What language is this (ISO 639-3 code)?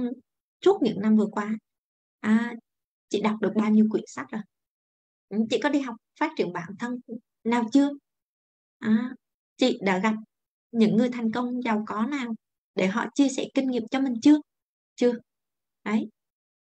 vie